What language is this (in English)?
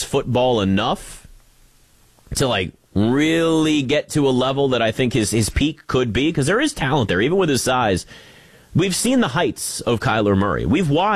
English